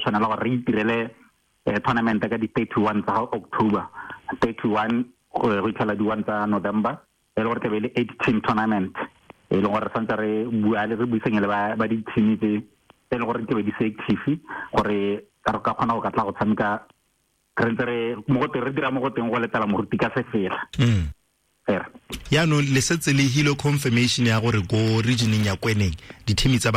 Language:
Tswana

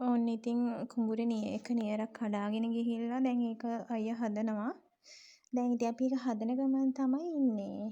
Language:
Sinhala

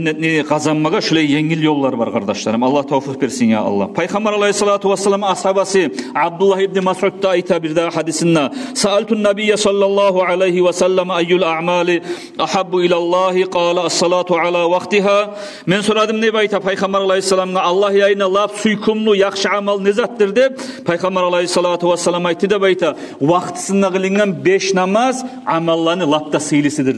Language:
Kumyk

